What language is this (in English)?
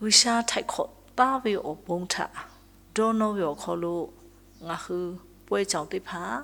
Lahu